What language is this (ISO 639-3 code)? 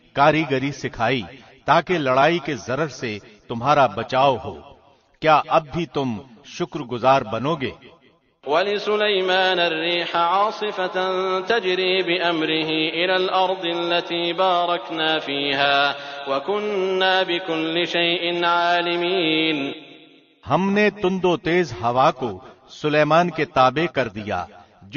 urd